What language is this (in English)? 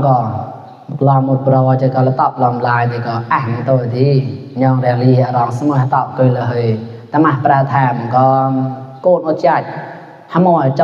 Mon